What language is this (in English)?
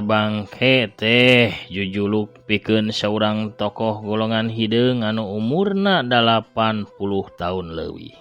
Sundanese